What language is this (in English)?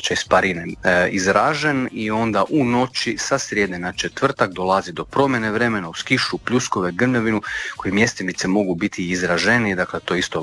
Croatian